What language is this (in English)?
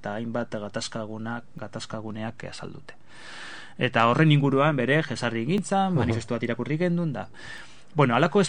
Basque